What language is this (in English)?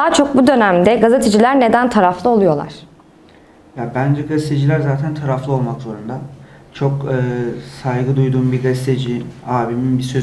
Turkish